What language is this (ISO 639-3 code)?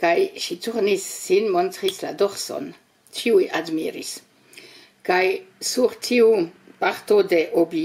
epo